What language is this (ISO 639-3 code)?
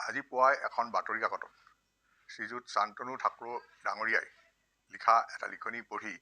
asm